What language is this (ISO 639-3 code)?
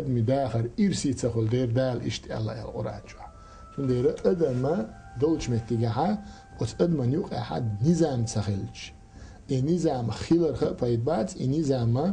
che